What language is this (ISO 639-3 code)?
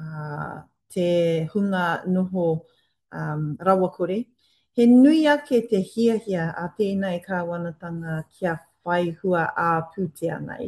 mri